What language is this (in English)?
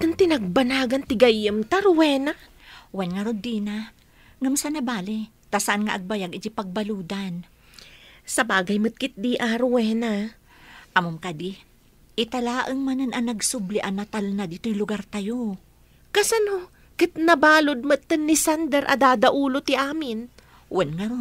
Iloko